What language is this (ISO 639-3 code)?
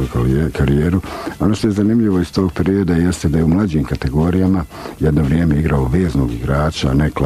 bos